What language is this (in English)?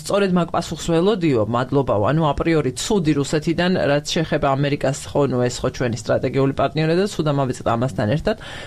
Georgian